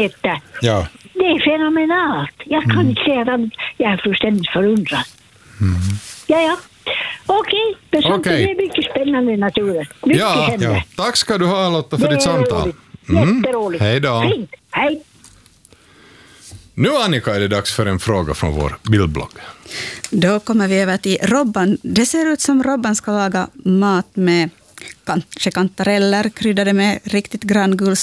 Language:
Swedish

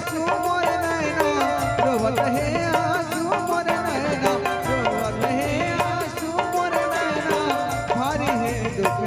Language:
Chhattisgarhi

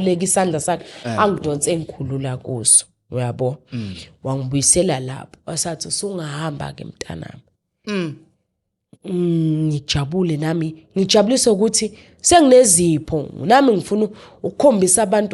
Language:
Zulu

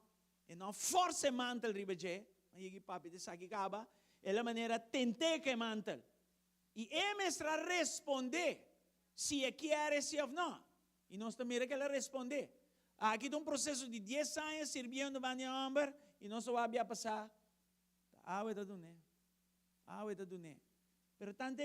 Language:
Papiamento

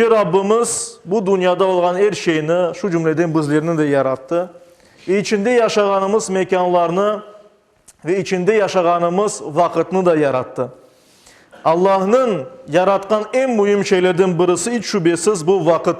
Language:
Crimean Tatar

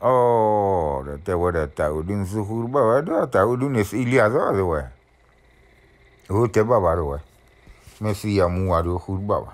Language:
S'gaw Karen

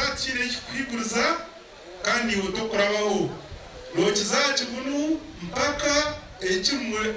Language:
Nyankole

